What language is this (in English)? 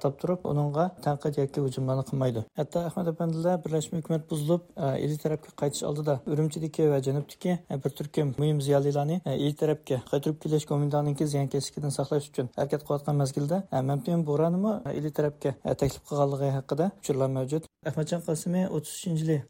Uyghur